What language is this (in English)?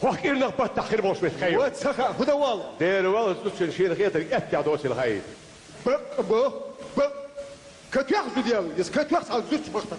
Chechen